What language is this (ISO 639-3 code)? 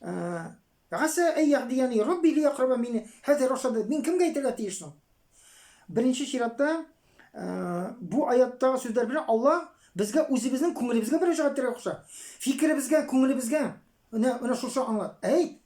tat